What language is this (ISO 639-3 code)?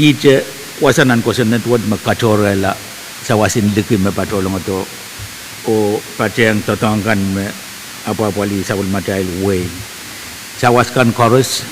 pon